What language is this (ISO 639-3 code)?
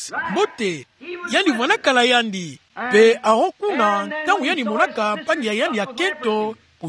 ktu